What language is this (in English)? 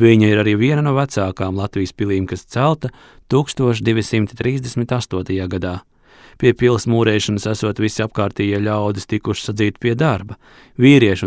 Latvian